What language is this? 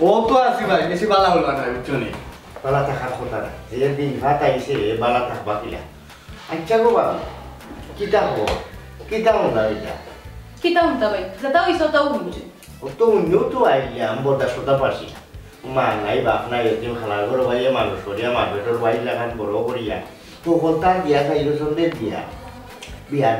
Sylheti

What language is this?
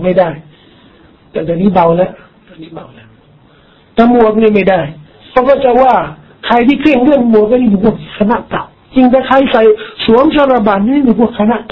Thai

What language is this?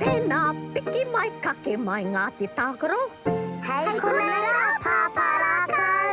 Māori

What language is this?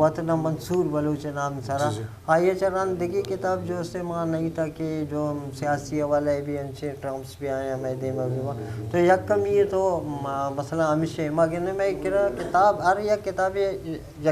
Eastern Balochi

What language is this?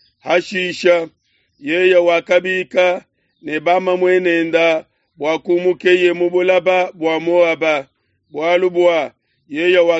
Luba-Lulua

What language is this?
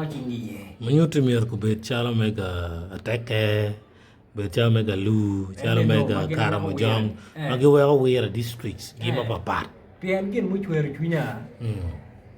Acoli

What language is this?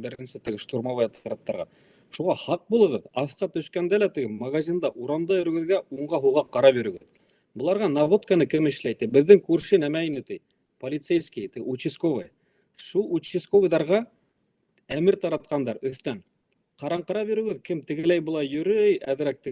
Bashkir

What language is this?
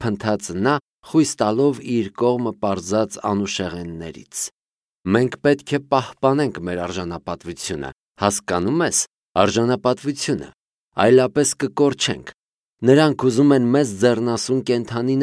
Armenian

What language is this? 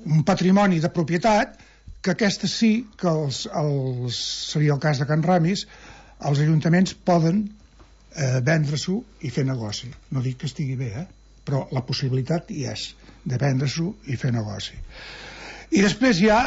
Catalan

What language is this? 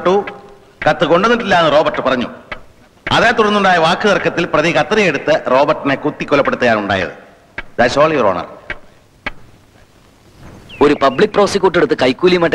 Malayalam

